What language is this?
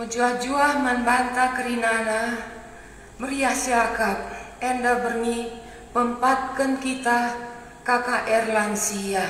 Batak Karo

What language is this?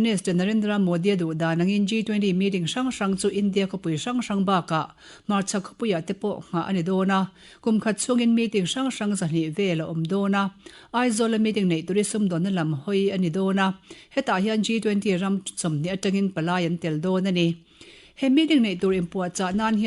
Mizo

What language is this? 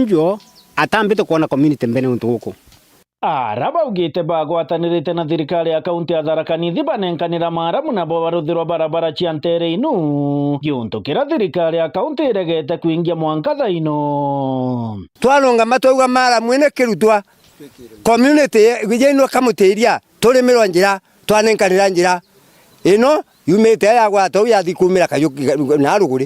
Meru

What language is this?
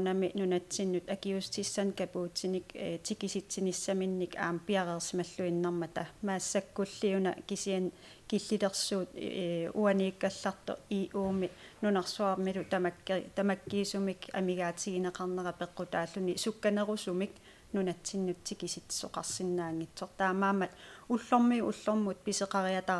Kalaallisut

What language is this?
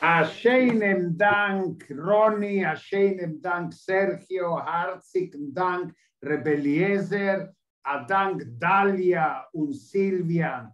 Yiddish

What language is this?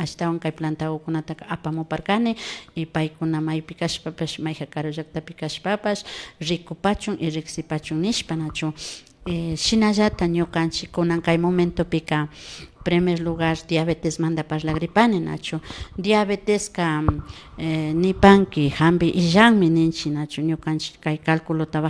Imbabura Highland Quichua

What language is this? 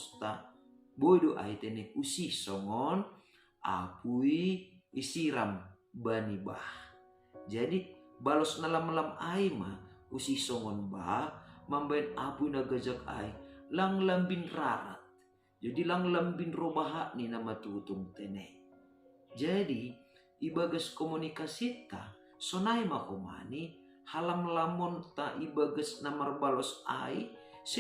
Batak Simalungun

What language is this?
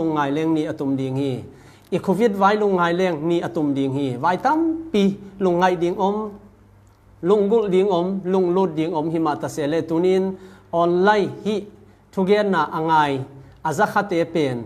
Tedim Chin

